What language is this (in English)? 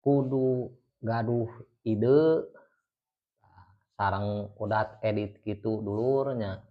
Sundanese